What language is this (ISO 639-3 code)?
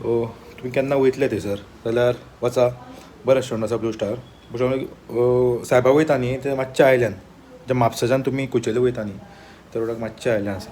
kok